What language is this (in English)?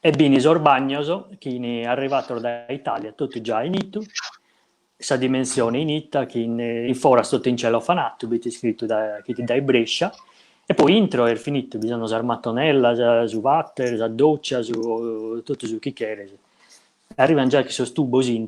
Sardinian